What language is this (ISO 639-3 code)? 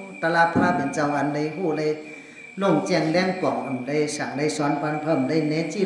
shn